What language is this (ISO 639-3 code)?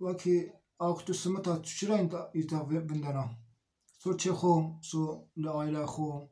zza